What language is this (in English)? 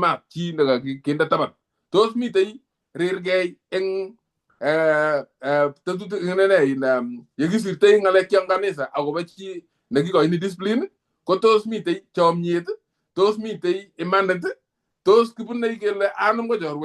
Kalenjin